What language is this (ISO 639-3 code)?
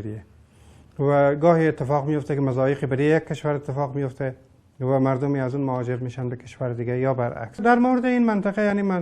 tgk